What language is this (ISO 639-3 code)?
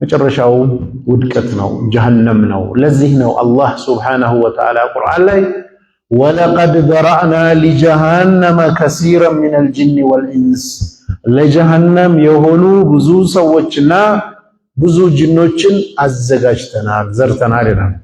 amh